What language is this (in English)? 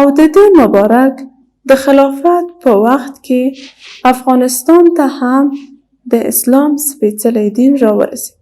Pashto